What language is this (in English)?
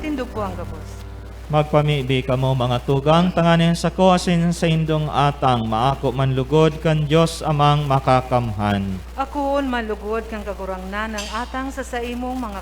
Bikol